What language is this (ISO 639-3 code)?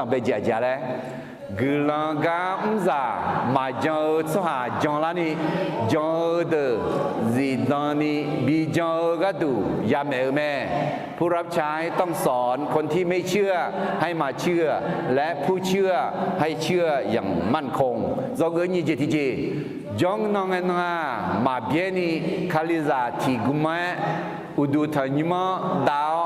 ahk